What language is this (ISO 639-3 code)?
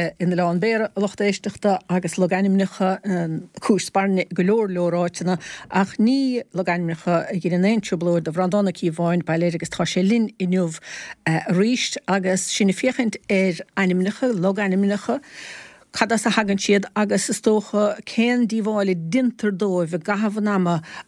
gle